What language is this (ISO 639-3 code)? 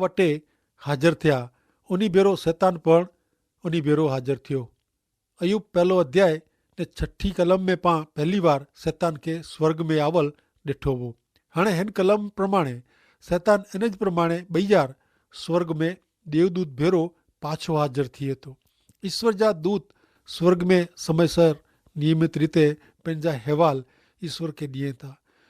kfr